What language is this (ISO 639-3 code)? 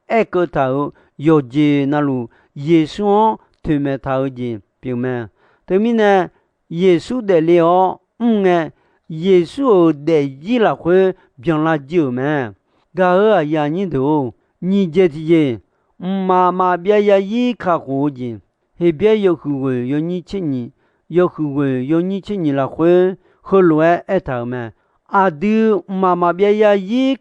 ahk